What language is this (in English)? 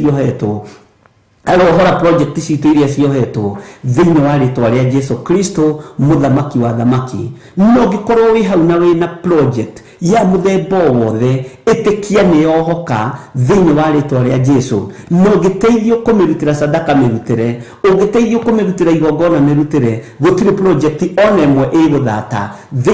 Kikuyu